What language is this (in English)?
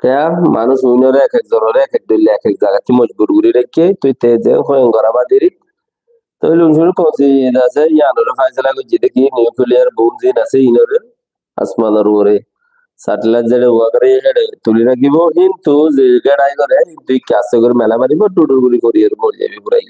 Rohingya